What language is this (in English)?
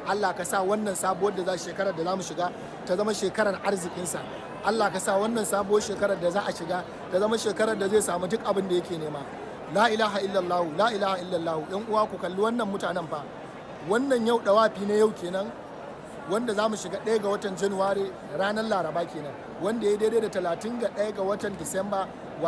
Hausa